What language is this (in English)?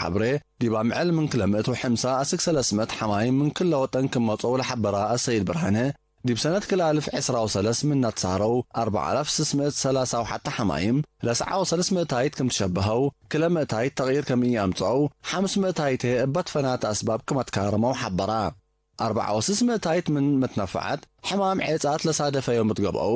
Tigre